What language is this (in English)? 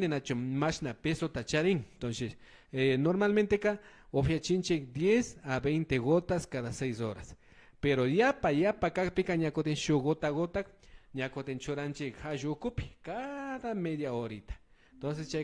Imbabura Highland Quichua